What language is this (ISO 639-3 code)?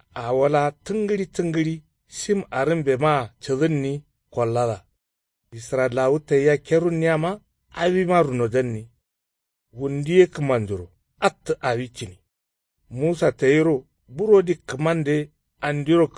kau